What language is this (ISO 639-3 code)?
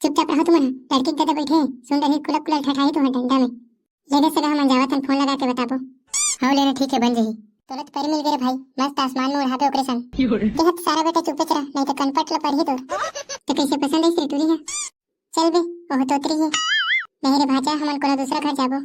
hne